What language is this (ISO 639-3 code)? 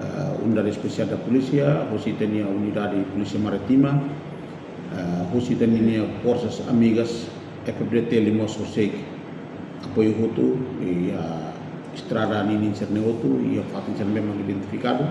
tet